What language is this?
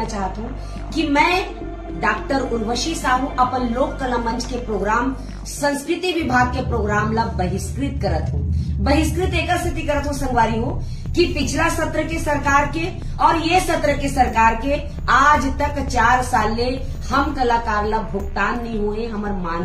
Chhattisgarhi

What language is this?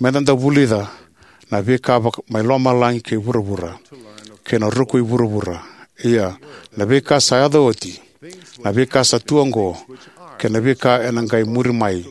Fijian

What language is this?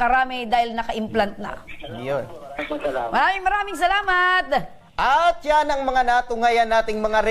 Bikol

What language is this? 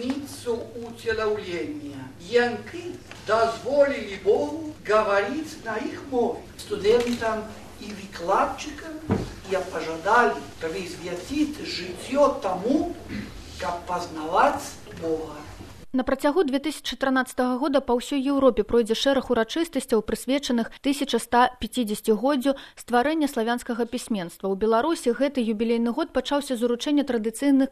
Belarusian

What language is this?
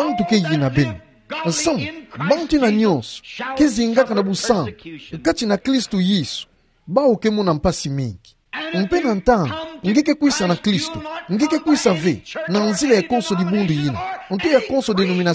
Kituba (Democratic Republic of Congo)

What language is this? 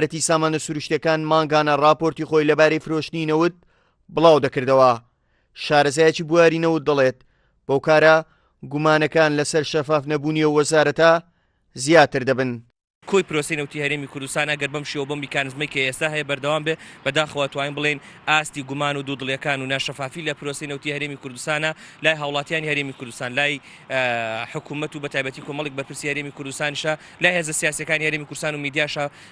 Central Kurdish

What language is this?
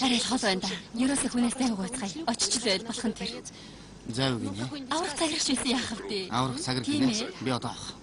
Mongolian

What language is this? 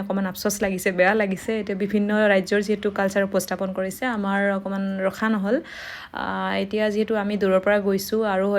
Assamese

